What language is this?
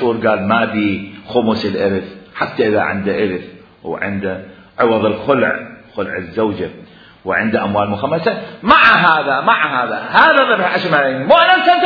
Mesopotamian Arabic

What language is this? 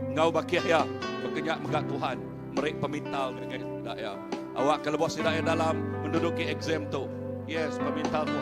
Iban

